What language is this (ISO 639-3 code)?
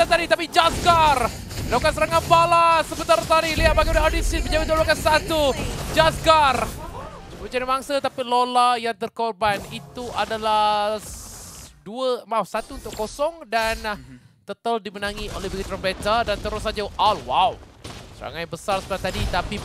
msa